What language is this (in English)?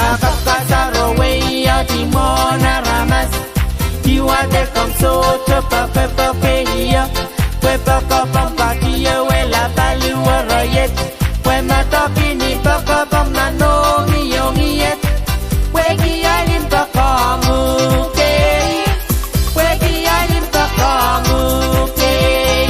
Pohnpeian